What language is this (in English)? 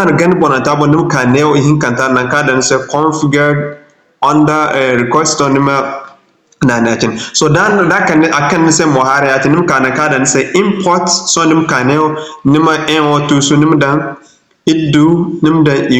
Zarma